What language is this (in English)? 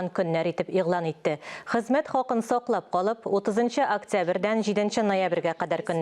Tatar